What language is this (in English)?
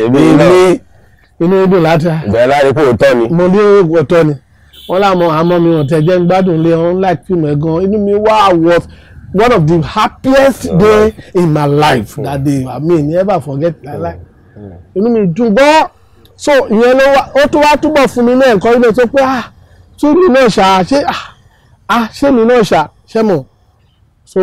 Yoruba